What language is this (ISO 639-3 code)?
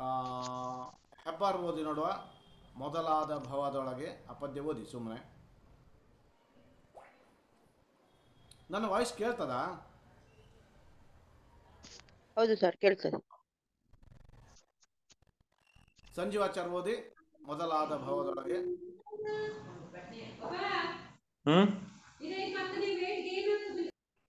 kan